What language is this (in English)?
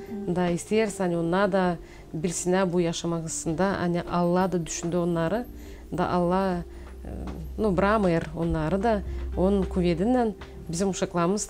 Gagauz